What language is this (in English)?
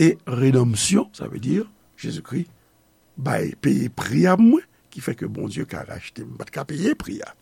Haitian Creole